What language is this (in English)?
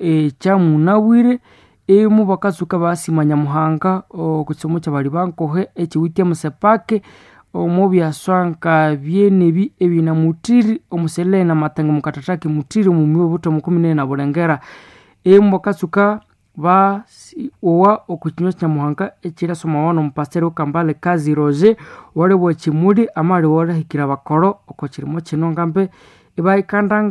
Nande